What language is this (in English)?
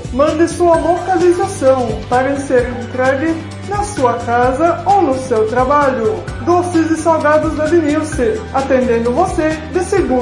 Portuguese